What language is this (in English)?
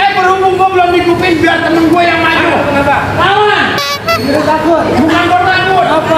Betawi